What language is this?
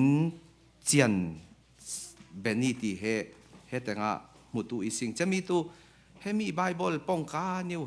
Falam Chin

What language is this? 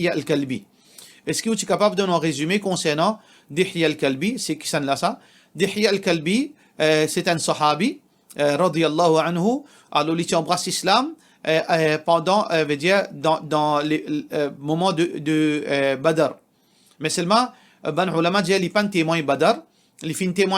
Morisyen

